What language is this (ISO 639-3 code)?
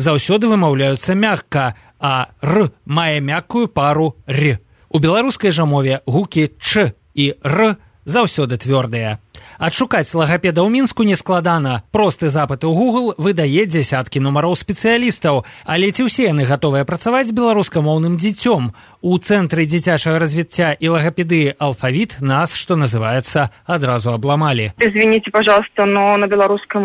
bel